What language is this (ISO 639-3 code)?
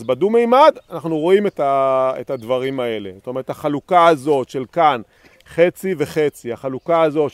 heb